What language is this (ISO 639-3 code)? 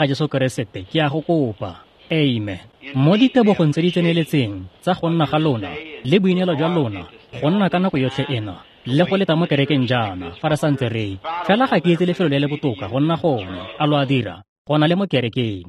tsn